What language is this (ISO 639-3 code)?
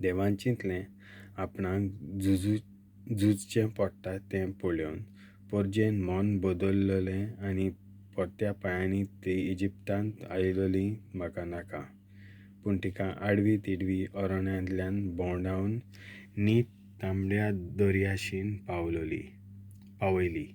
kok